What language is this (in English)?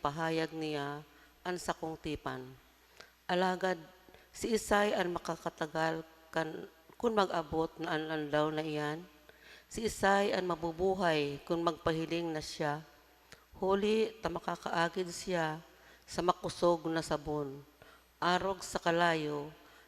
Bikol